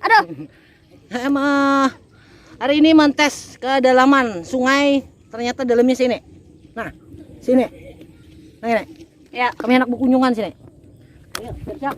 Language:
Banjar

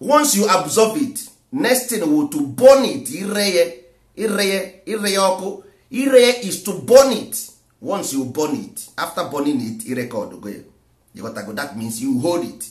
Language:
Igbo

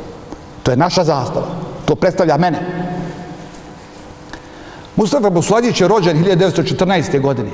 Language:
Bosnian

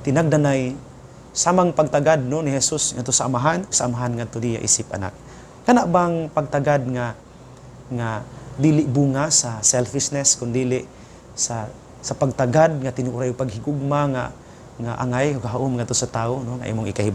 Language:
Cebuano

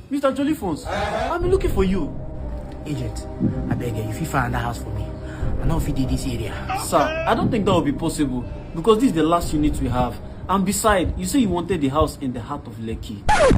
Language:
Nigerian Pidgin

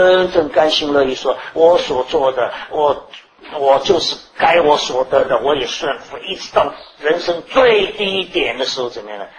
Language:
Chinese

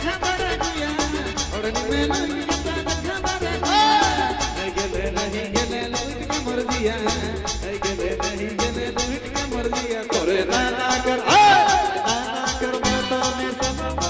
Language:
Sadri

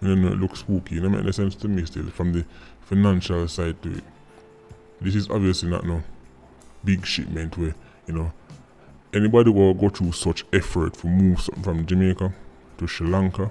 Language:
Jamaican Creole English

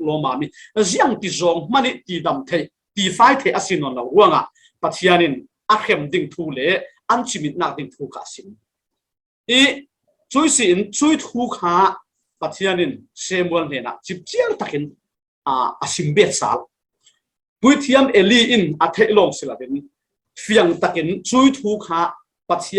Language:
Falam Chin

